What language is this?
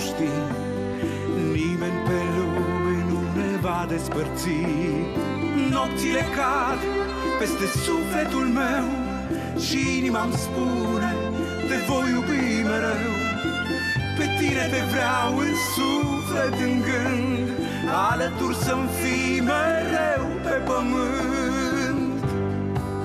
Romanian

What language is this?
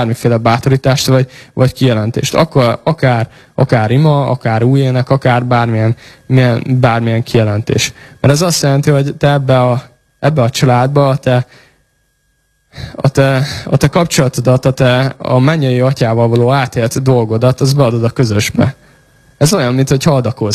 Hungarian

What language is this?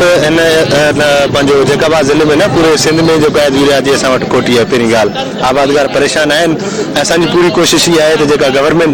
Sindhi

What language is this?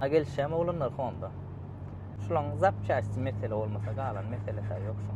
Turkmen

